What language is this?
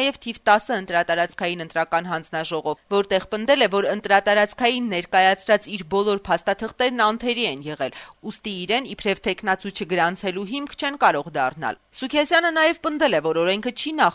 Armenian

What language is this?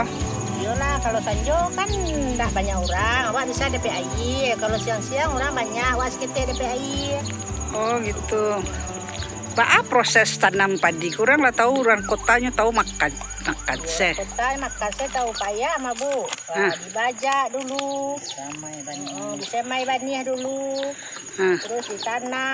Minangkabau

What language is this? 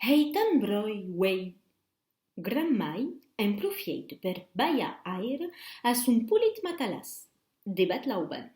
Occitan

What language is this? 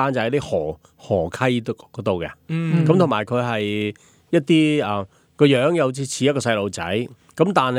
Cantonese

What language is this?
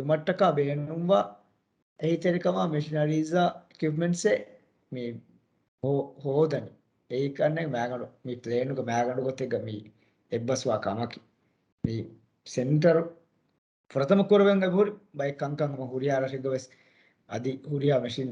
Divehi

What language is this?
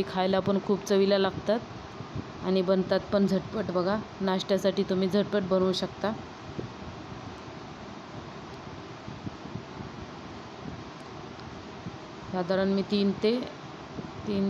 Marathi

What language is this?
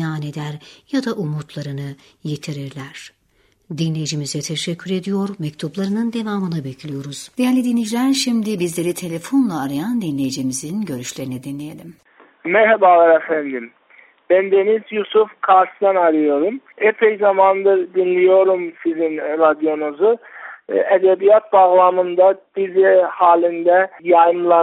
Turkish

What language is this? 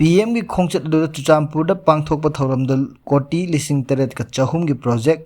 Manipuri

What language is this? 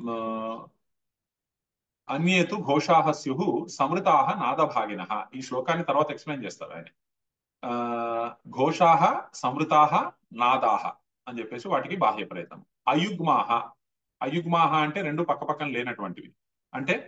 Telugu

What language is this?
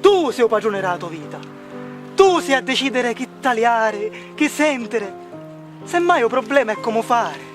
Sicilian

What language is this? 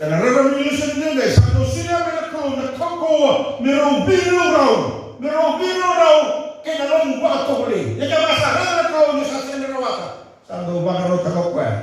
Fijian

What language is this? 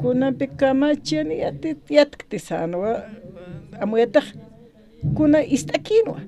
Aymara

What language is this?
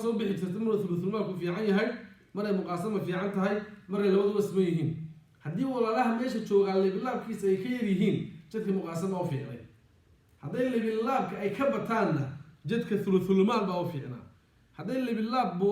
Somali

